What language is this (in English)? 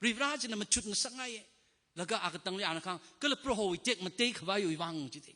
Tangkhul Naga (India)